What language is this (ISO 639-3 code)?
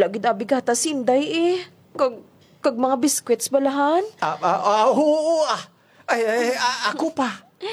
hil